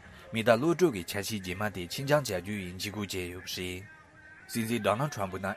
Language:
Tibetan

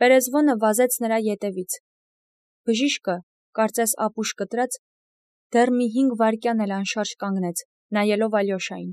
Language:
Armenian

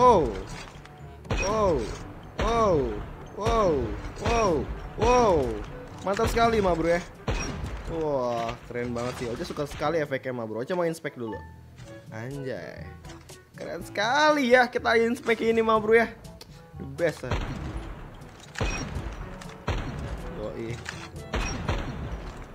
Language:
Indonesian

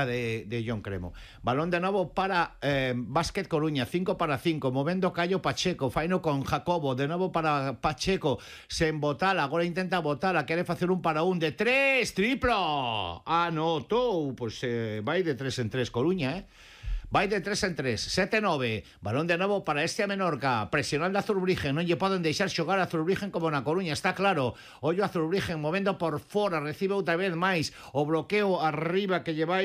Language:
Galician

